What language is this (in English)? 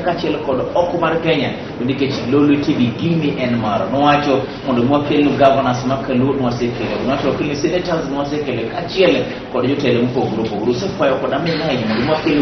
Luo (Kenya and Tanzania)